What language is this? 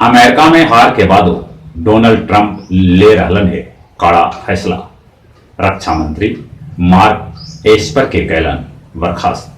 Magahi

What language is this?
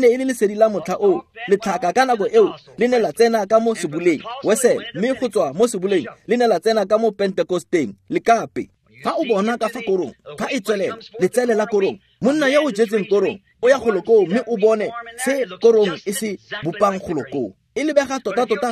Tswana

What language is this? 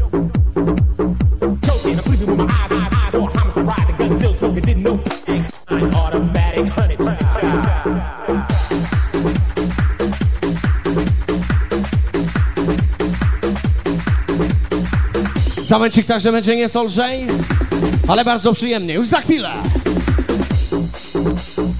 Polish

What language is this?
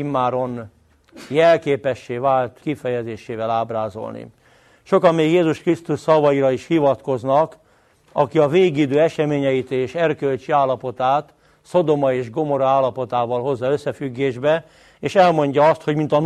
Hungarian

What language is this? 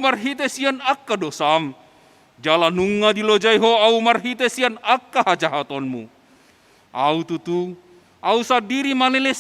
Batak Toba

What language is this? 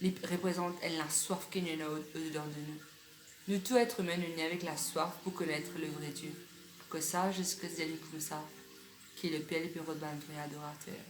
Morisyen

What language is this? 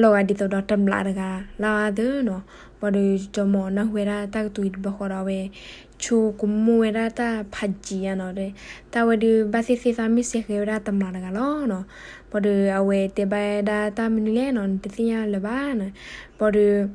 S'gaw Karen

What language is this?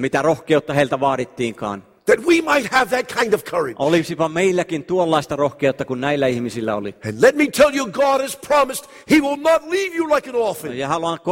Finnish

